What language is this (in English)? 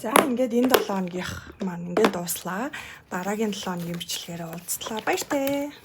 Mongolian